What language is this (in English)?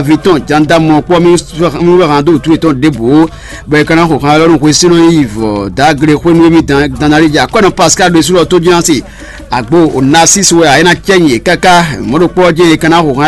Fon